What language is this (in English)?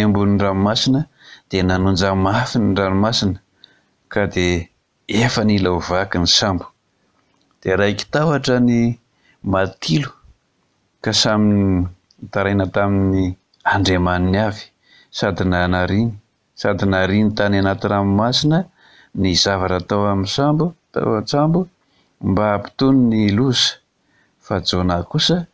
Malagasy